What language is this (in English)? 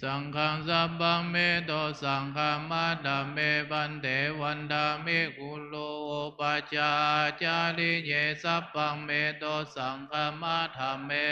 Pali